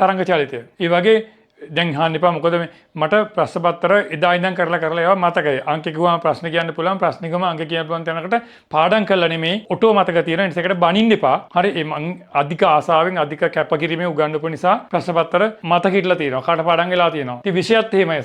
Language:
Sinhala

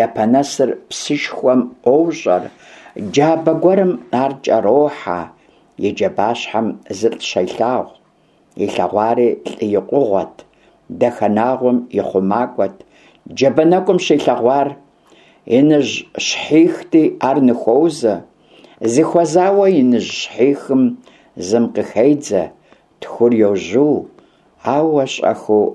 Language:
Kabardian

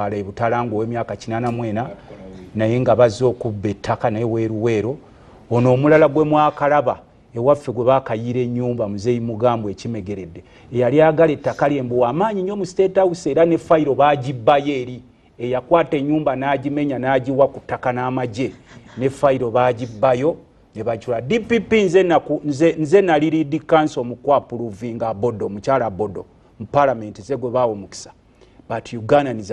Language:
Ganda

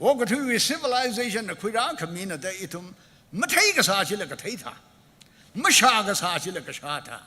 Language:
Tangkhul Naga (India)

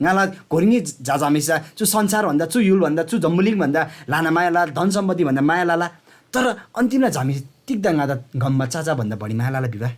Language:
Eastern Tamang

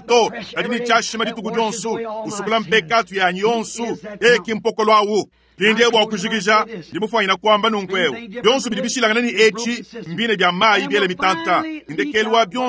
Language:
Luba-Lulua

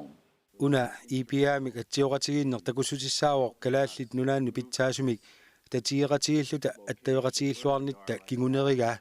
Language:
Kalaallisut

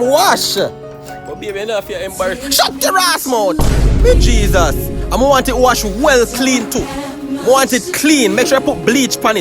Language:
Jamaican Creole English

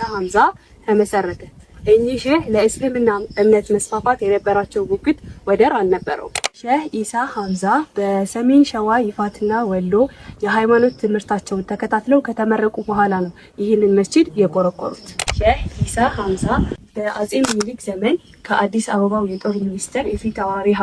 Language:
Amharic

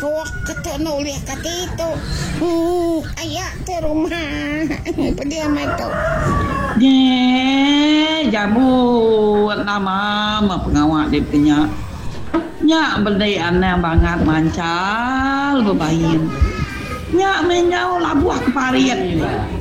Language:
Iban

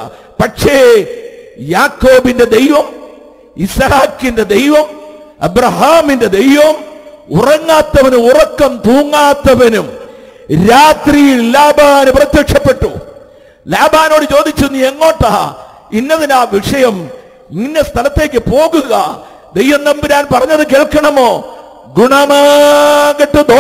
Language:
Malayalam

